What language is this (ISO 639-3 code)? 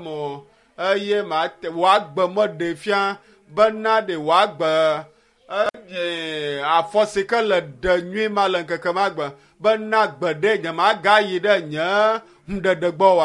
ewe